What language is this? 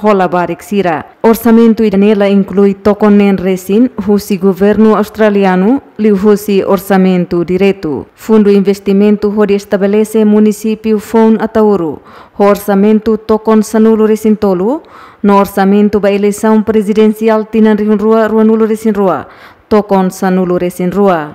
Tetum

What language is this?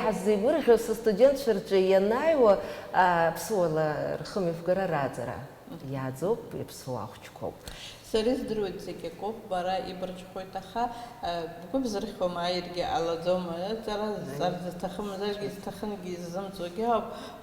Abkhazian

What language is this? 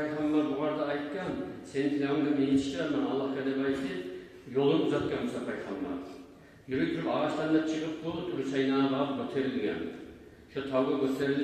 Kumyk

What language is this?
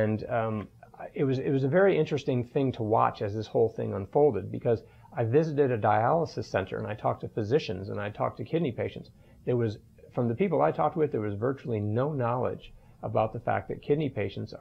English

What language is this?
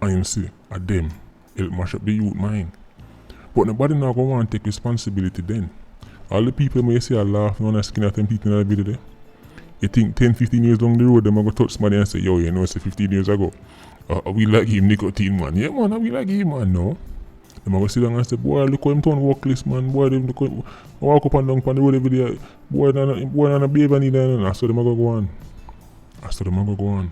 Jamaican Creole English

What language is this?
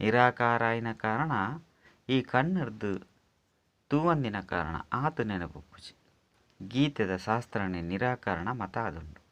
Tulu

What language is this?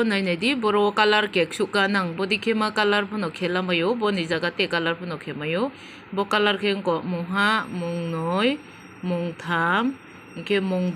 Kok Borok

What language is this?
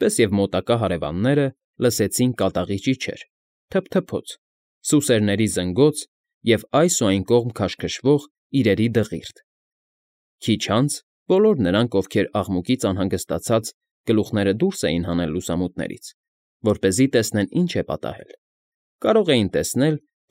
Armenian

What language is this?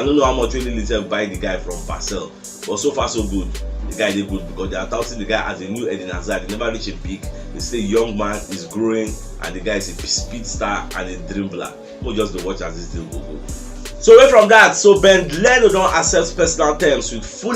Nigerian Pidgin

